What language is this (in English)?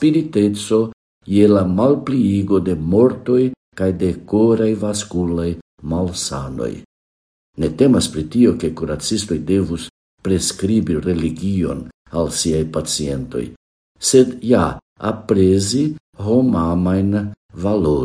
Esperanto